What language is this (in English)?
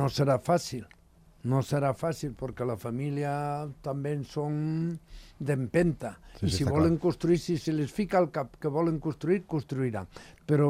Catalan